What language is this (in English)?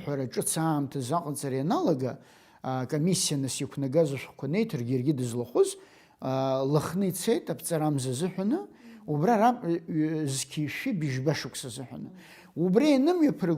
Abkhazian